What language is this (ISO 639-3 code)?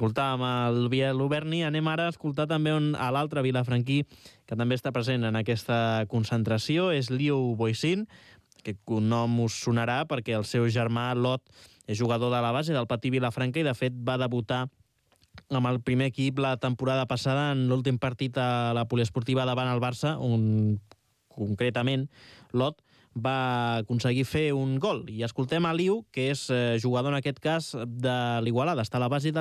cat